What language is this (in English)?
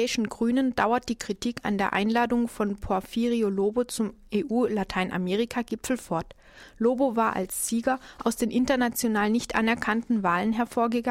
German